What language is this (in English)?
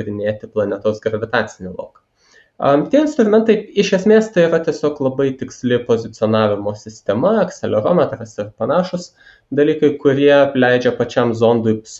Lithuanian